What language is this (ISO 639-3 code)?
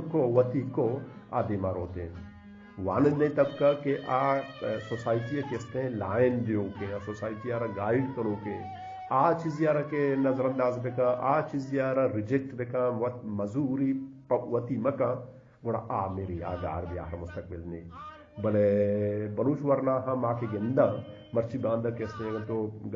bgp